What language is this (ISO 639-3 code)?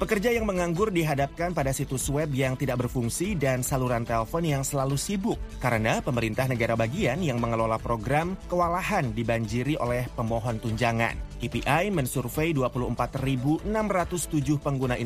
ind